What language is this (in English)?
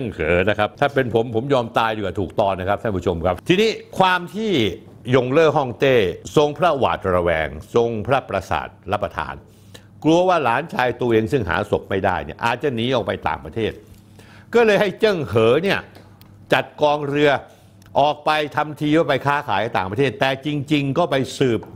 Thai